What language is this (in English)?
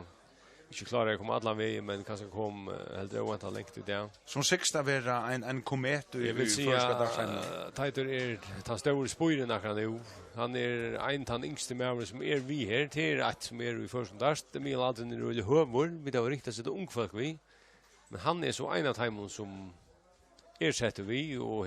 Faroese